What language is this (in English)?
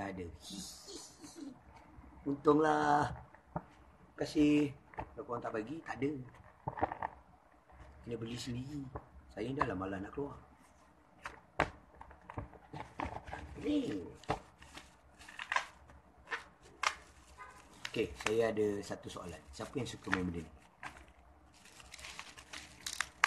Malay